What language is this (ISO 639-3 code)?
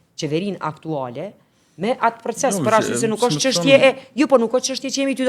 sqi